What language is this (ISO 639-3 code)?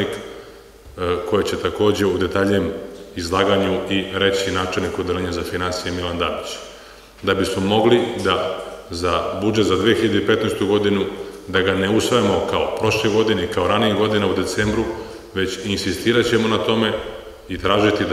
srp